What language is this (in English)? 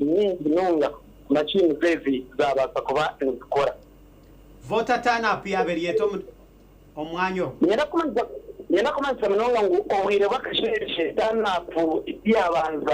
Nyankole